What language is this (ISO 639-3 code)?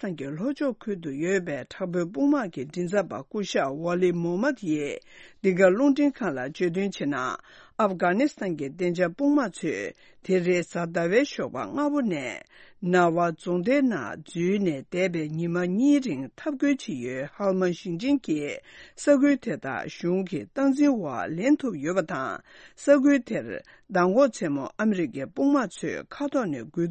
bod